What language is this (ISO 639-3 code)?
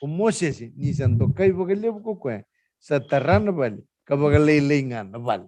fij